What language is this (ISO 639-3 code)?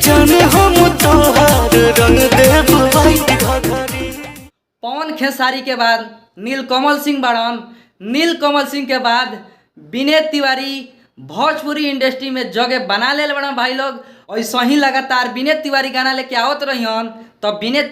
bho